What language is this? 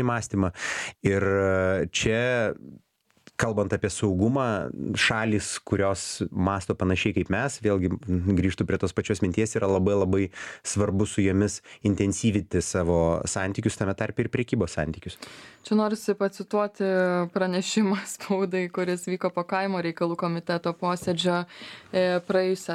Lithuanian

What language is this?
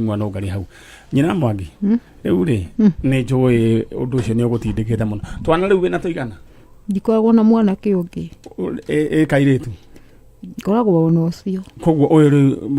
Kikuyu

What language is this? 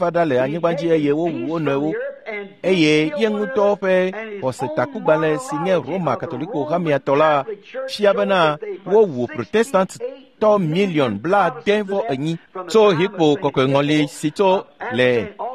Ewe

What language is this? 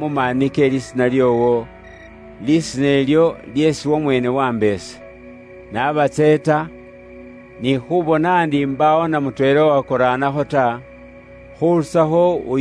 Luyia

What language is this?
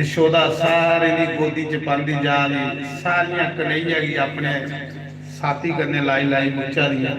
Dogri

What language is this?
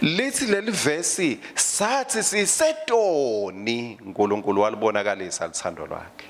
Swati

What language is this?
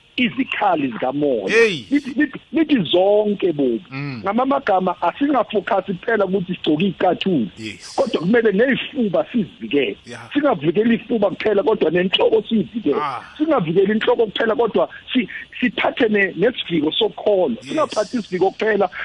South Ndebele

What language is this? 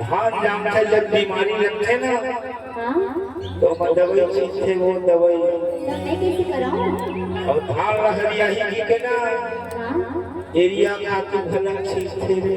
Chhattisgarhi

